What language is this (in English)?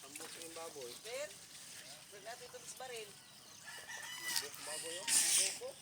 Cebuano